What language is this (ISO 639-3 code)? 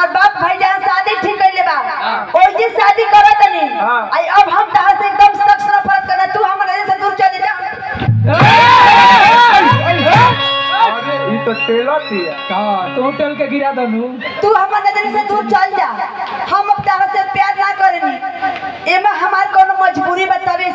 bho